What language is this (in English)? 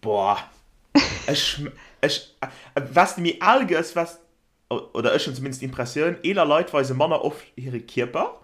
Luxembourgish